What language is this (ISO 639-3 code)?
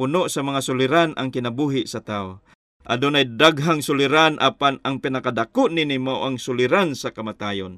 ceb